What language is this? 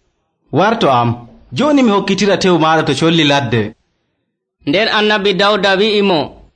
Nigerian Fulfulde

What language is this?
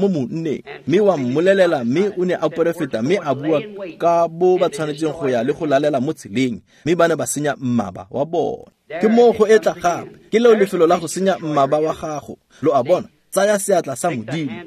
Tswana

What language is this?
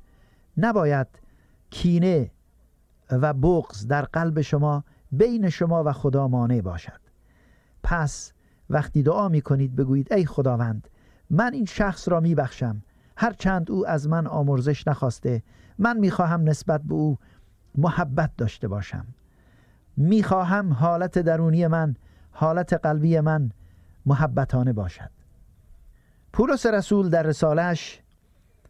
Persian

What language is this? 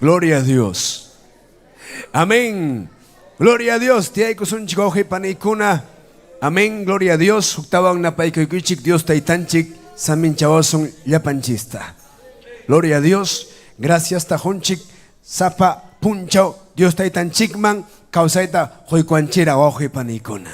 Ayacucho Quechua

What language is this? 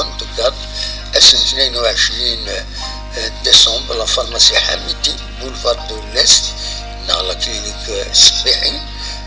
Kabyle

